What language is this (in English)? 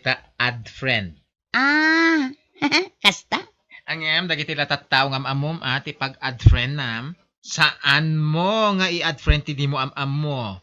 Iloko